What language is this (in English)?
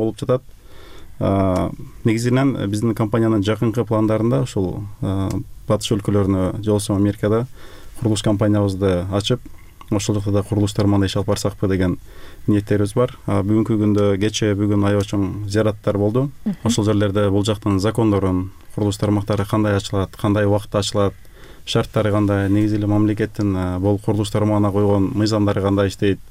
Kyrgyz